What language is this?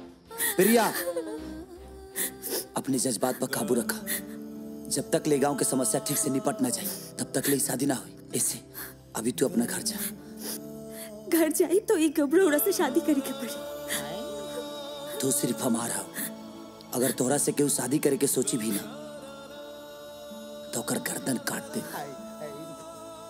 Bhojpuri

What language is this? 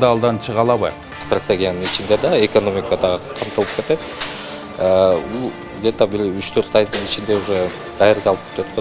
Kyrgyz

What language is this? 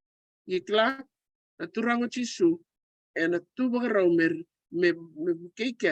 Fijian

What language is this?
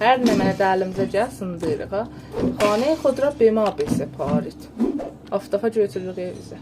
South Azerbaijani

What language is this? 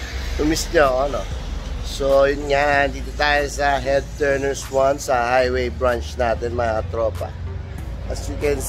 Filipino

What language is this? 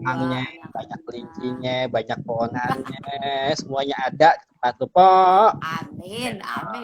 Betawi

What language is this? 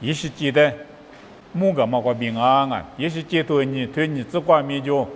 Lisu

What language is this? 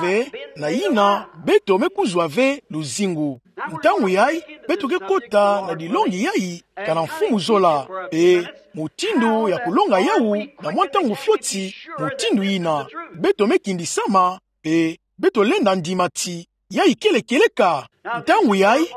Kituba (Democratic Republic of Congo)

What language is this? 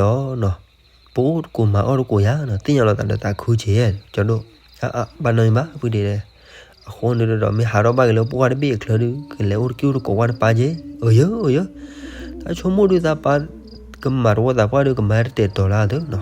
S'gaw Karen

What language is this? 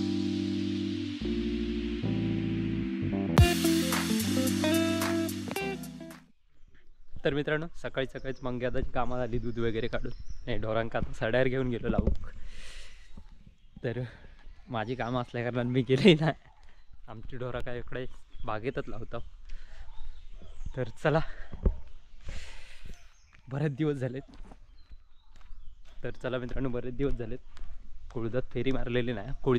Marathi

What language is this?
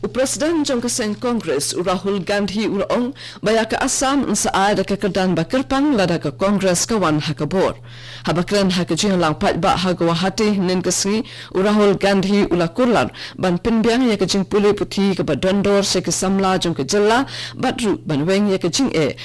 Khasi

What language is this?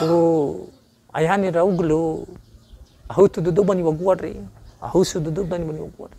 Nias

